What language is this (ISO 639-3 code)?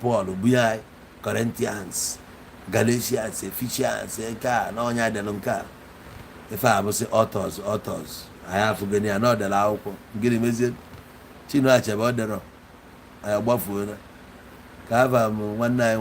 ibo